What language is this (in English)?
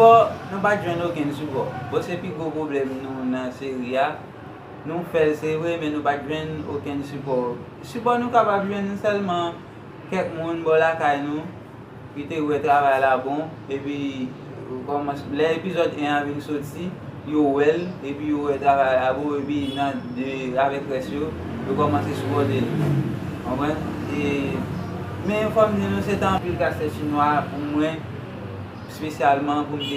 Haitian Creole